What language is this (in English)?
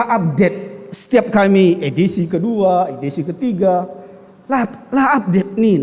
Batak Karo